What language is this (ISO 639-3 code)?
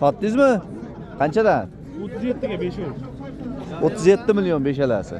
uzb